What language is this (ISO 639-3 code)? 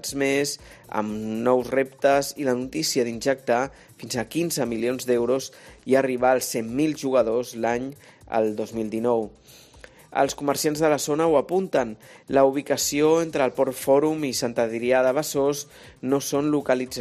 cat